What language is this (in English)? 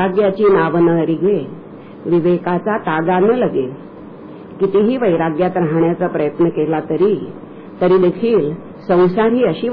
Marathi